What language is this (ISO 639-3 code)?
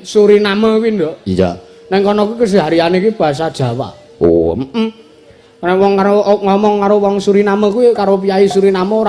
jav